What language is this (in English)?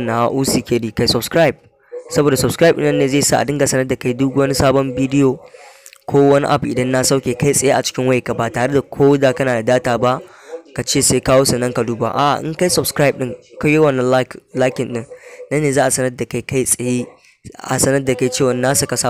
Hausa